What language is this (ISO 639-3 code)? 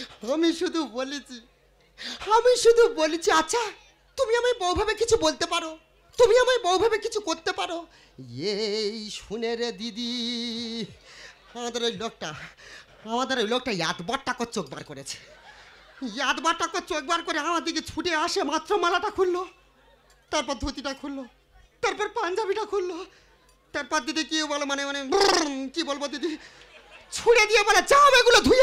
ben